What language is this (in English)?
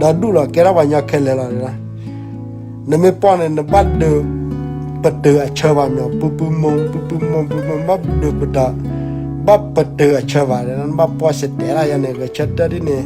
S'gaw Karen